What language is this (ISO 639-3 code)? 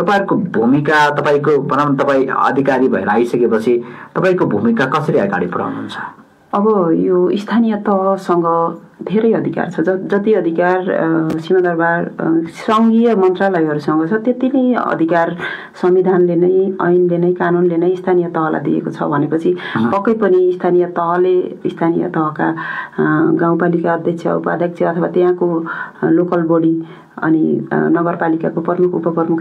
nep